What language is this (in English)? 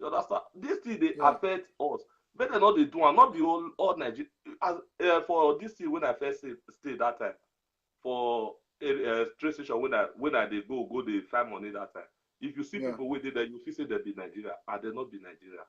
Nigerian Pidgin